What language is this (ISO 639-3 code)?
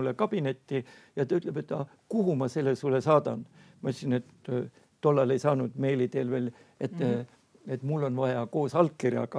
est